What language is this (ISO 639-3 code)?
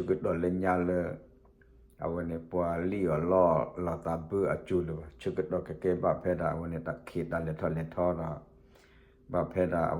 ksw